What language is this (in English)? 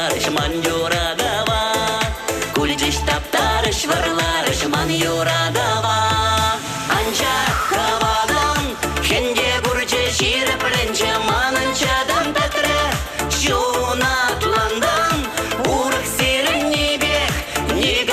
Chuvash